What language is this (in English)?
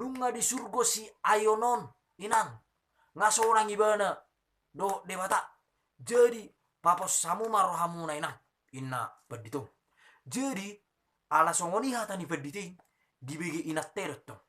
Batak Toba